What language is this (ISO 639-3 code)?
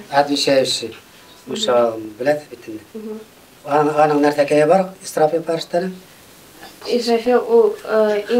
bak